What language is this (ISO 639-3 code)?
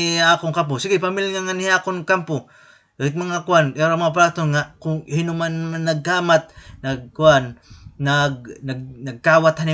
war